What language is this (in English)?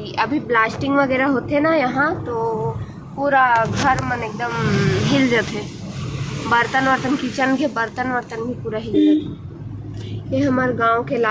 Chhattisgarhi